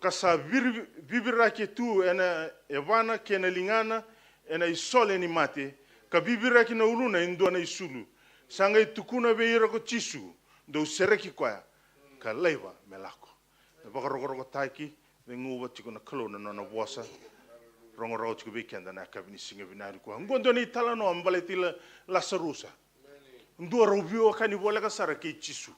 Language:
Fijian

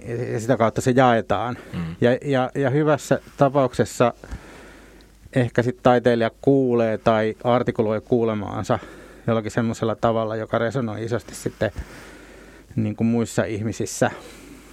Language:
Finnish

